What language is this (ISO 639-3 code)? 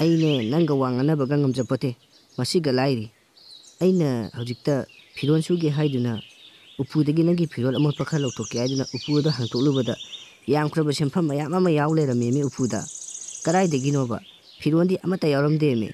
mni